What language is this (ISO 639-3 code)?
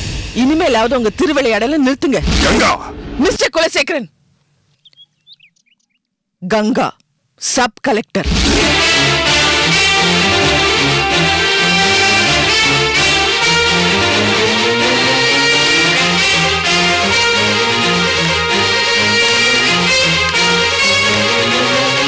tam